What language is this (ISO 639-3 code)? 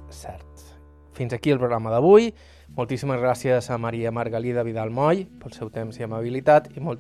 cat